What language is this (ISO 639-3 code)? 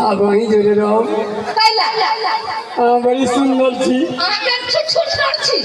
mai